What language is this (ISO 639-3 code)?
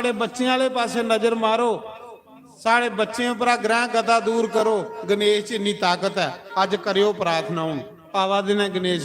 doi